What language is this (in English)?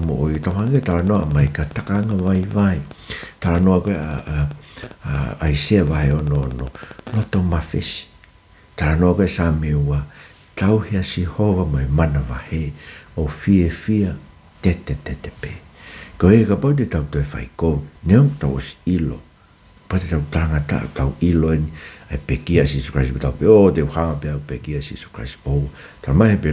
Tongan